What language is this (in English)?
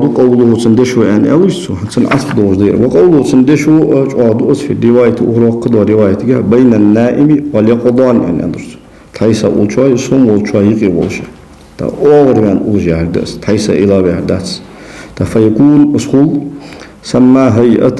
Ingush